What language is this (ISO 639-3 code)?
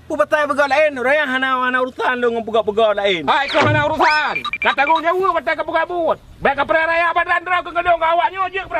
ace